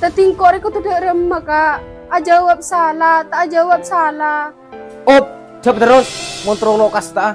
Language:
Madurese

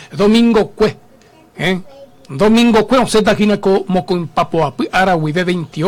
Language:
Guarani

